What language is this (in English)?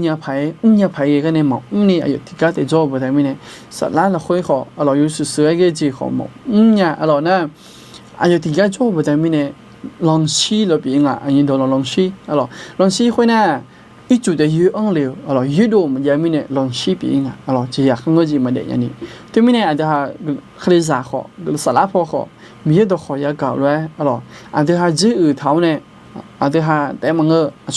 Akha